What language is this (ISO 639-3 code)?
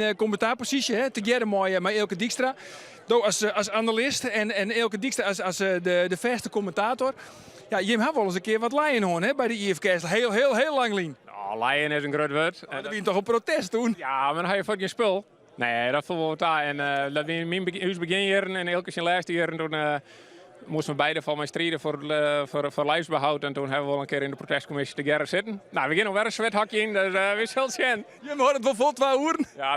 fry